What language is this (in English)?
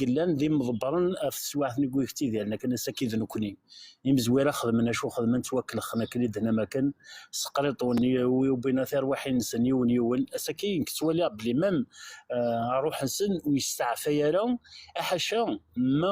Kabyle